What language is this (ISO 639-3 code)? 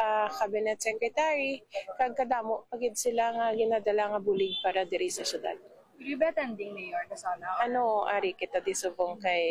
hil